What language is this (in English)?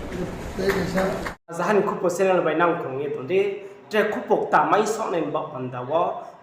Riang (India)